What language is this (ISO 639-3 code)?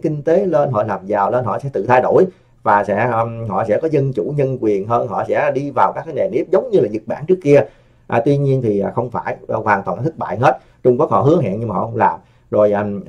vie